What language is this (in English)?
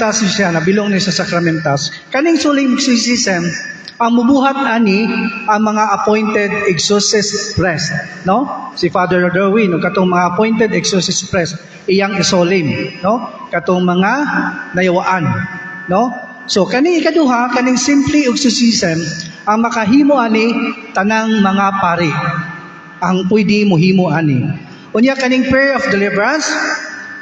Cebuano